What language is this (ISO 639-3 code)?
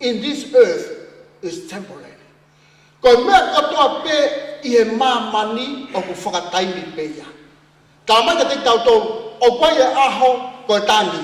ton